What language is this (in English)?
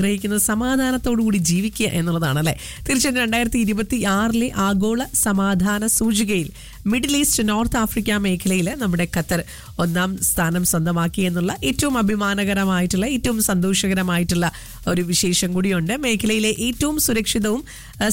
Malayalam